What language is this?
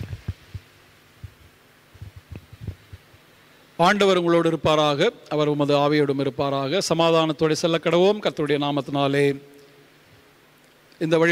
Tamil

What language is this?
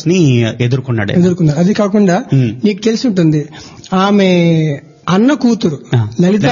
Telugu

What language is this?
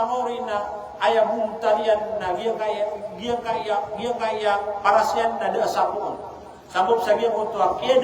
Maranao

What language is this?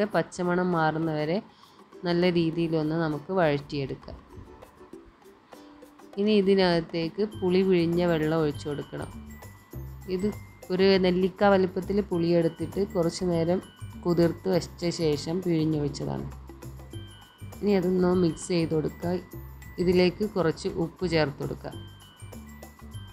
Malayalam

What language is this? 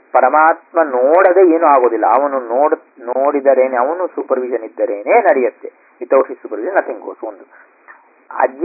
Kannada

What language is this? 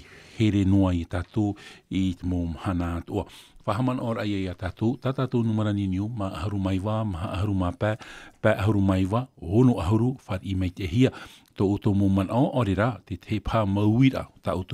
Tahitian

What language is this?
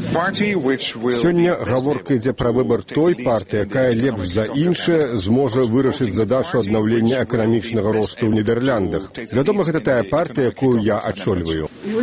Belarusian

